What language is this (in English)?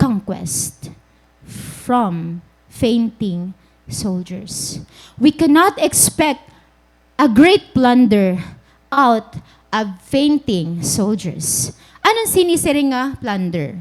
Waray